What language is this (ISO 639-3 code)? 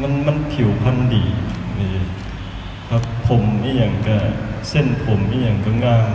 lao